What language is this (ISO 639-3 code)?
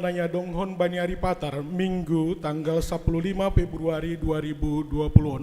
bts